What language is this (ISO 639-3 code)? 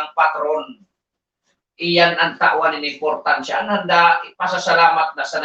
bik